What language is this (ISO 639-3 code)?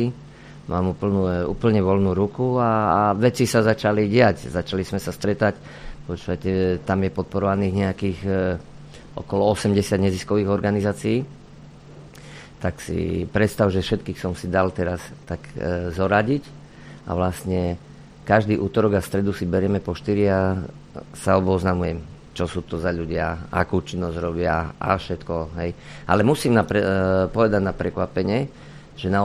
slk